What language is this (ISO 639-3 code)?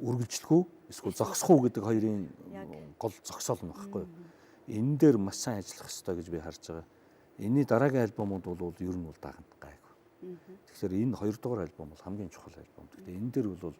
mon